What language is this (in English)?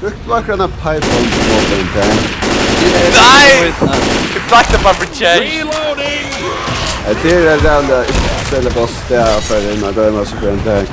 Faroese